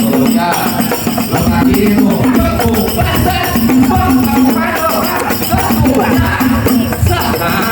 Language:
Betawi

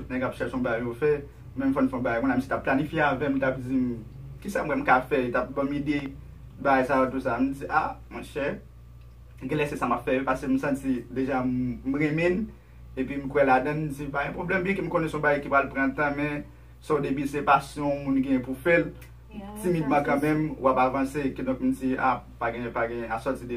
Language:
Haitian Creole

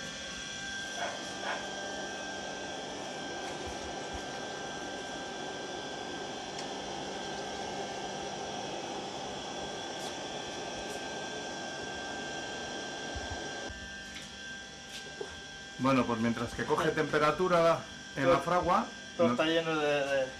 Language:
Spanish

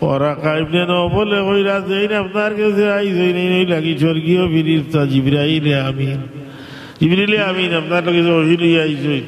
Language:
Sylheti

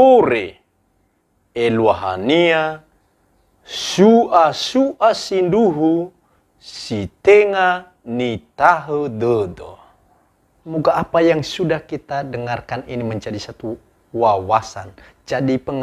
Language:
Nias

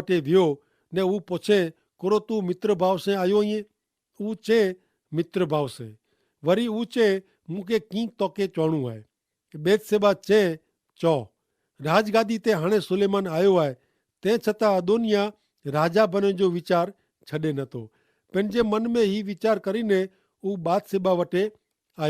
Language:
Kachhi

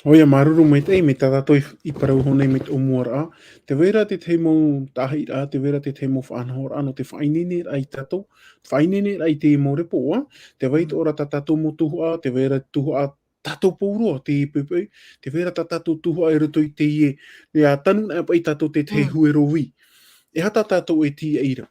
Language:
Tahitian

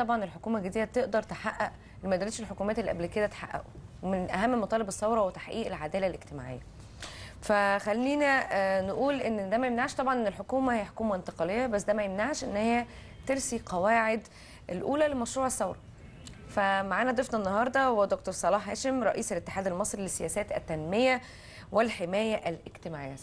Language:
Egyptian Arabic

